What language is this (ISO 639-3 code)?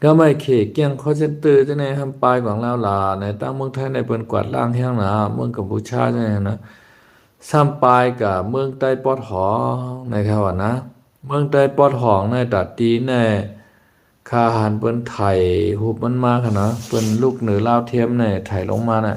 shn